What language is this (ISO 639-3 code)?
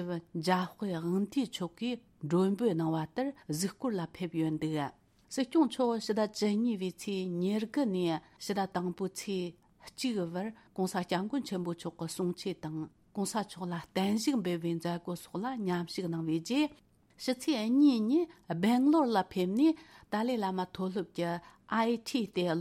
bod